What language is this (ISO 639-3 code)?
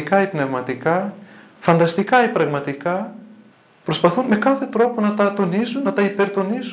ell